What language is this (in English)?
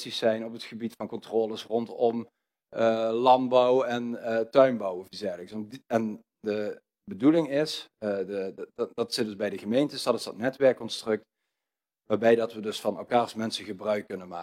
Dutch